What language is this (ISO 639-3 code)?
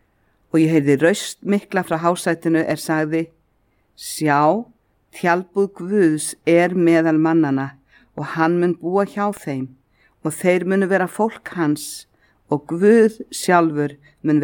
isl